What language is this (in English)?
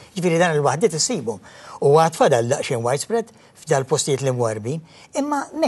Maltese